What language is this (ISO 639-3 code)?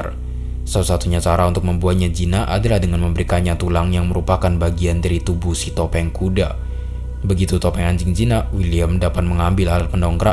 ind